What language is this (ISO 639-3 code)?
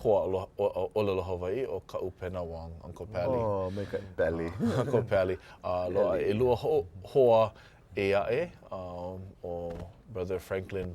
haw